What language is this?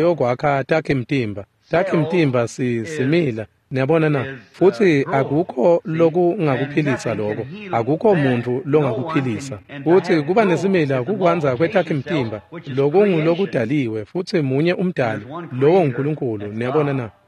Swati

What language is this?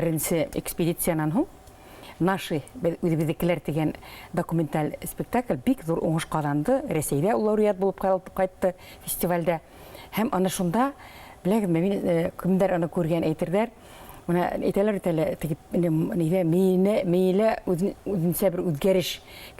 Bashkir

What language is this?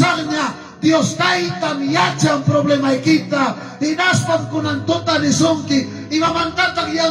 Ayacucho Quechua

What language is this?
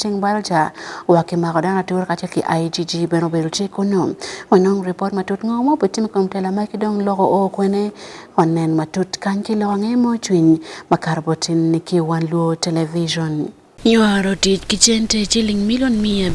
Acoli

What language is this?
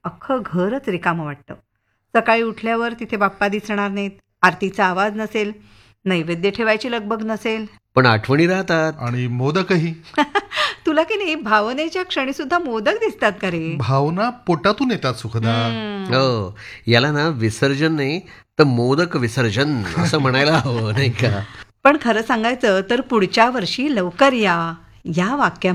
Marathi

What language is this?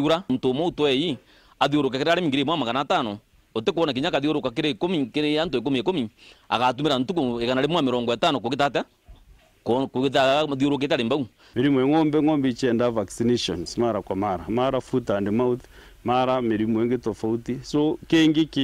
Meru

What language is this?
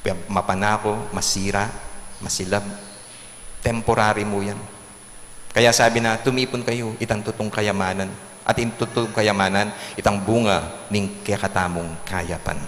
Pampanga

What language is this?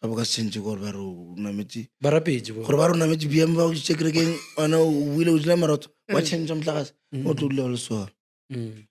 Northern Sotho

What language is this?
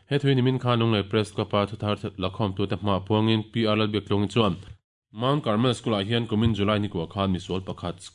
Mizo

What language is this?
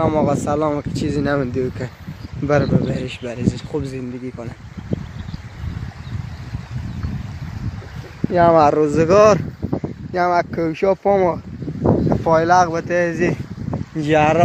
Persian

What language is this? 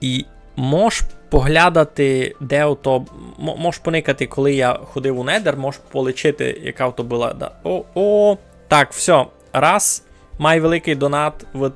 Rusyn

